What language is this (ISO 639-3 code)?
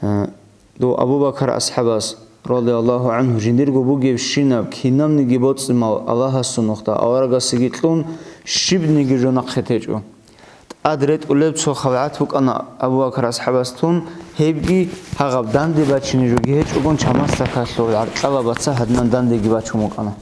ava